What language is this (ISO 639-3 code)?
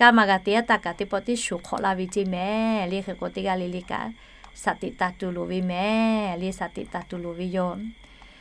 lhu